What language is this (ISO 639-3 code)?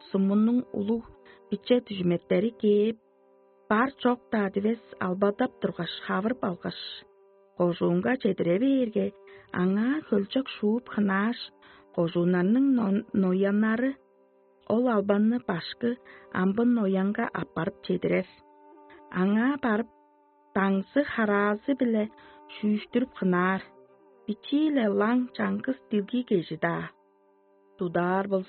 tyv